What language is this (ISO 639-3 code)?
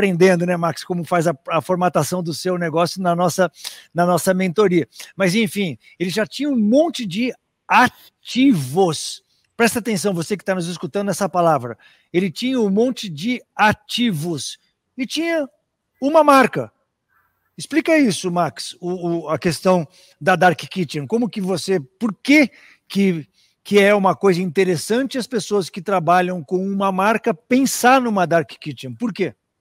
por